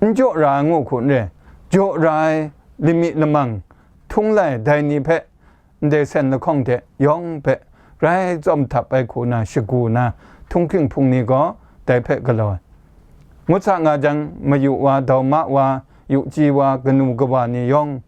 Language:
Kachin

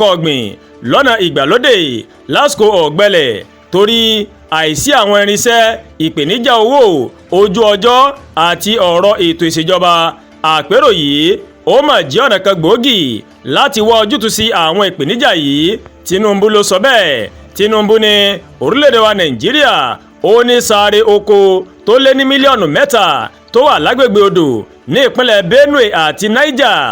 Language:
Yoruba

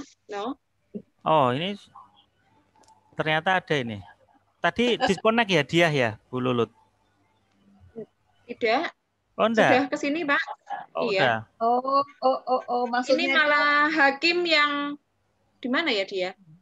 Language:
Indonesian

